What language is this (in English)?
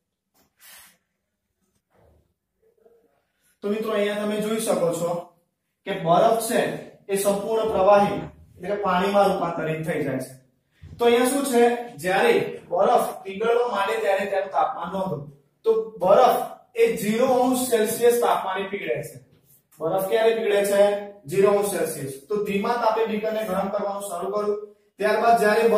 Gujarati